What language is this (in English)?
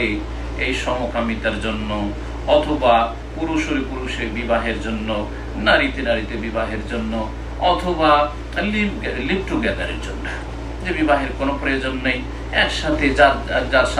Bangla